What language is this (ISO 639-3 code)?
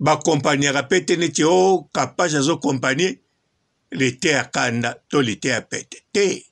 lin